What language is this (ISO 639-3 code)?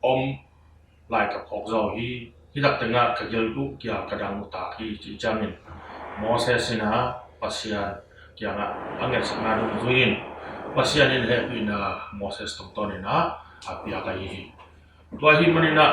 ctd